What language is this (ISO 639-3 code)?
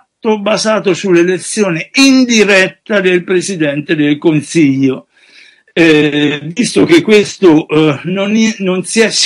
ita